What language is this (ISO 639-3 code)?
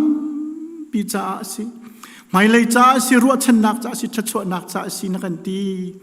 cnh